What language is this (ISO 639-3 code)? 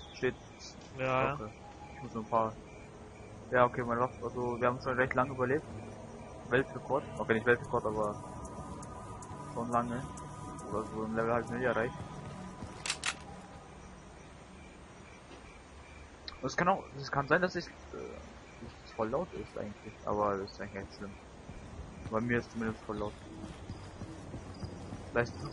deu